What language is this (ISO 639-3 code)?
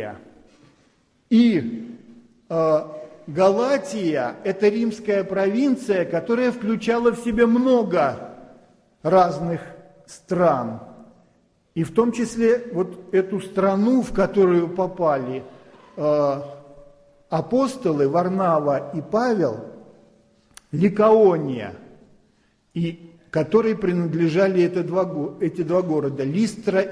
rus